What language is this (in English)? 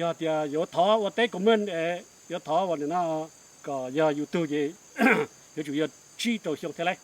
Hmong